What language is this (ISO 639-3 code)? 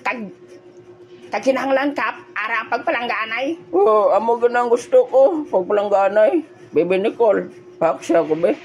hil